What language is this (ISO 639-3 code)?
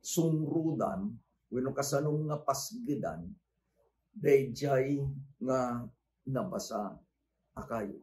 ilo